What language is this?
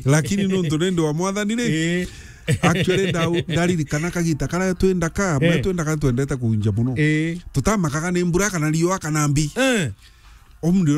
Meru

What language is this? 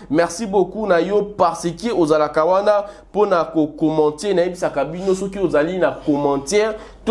Lingala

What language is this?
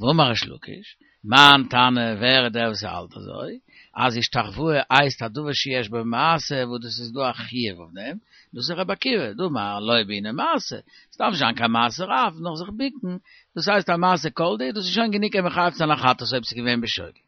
Yiddish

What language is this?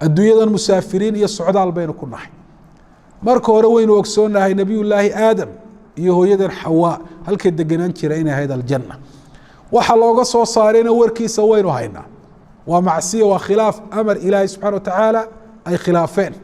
Somali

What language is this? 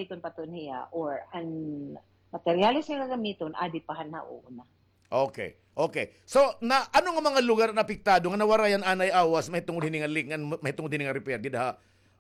Waray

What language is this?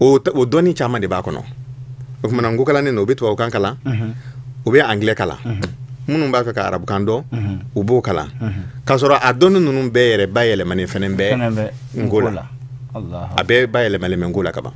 Bambara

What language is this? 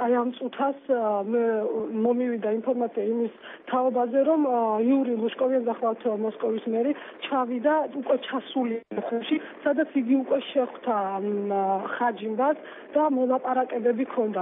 Georgian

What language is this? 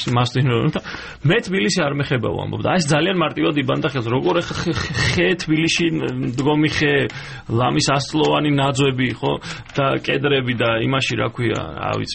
Georgian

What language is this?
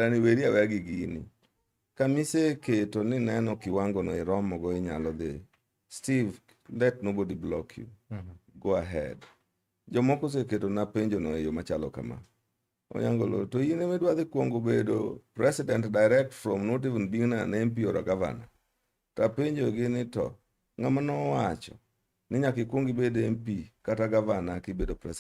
Luo (Kenya and Tanzania)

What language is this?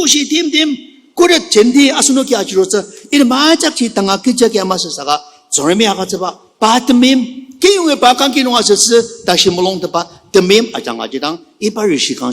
Ao Naga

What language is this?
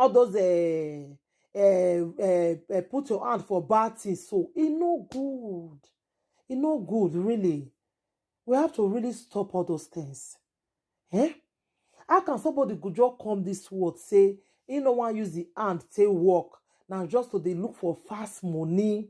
Nigerian Pidgin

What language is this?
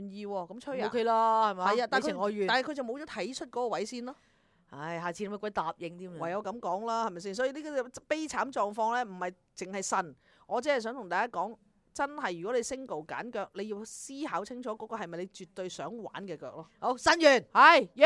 Cantonese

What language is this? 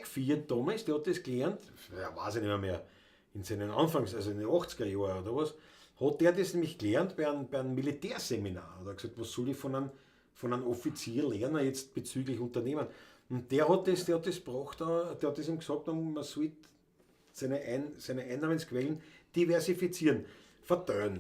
Bavarian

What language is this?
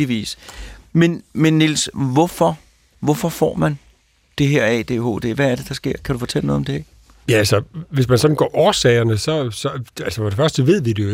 Danish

